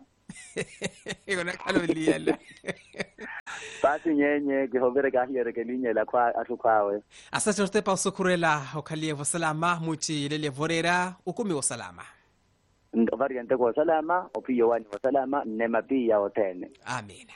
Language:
Swahili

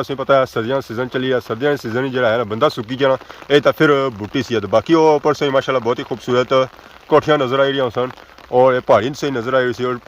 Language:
Pahari-Potwari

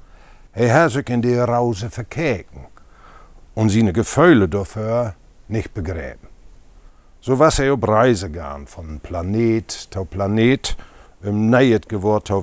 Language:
Low German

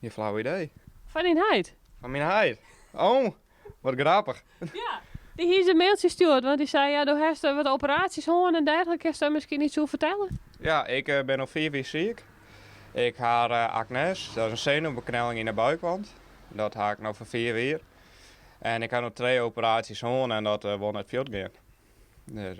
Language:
Western Frisian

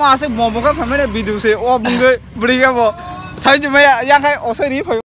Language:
Kok Borok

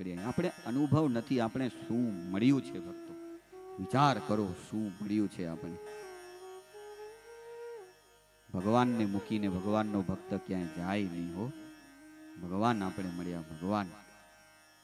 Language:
Gujarati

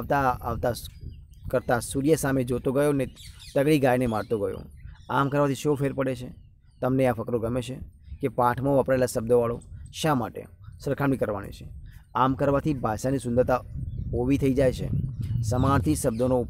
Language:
Gujarati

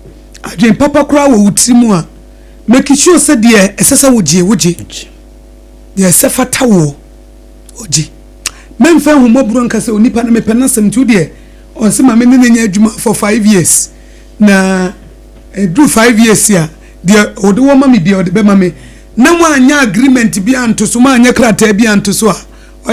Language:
Akan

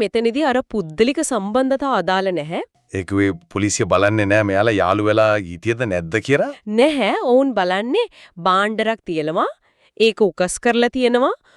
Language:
Sinhala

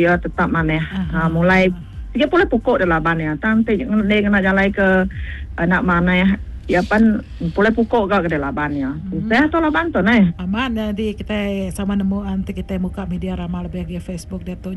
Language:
Iban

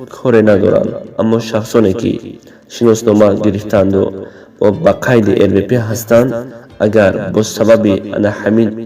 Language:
Tajik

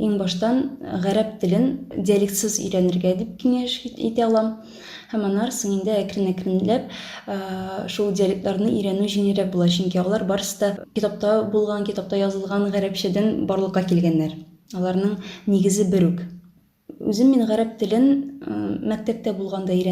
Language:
Tatar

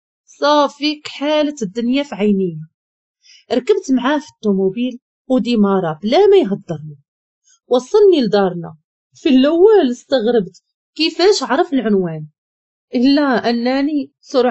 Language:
Moroccan Arabic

